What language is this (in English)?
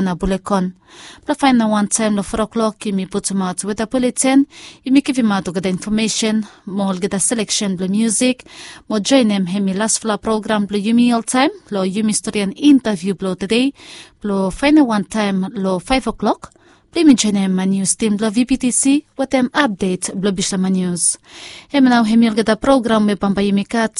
Bislama